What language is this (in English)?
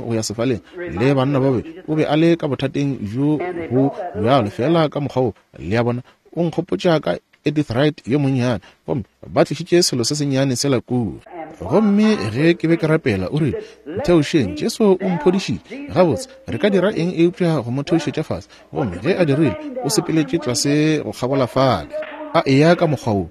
Northern Sotho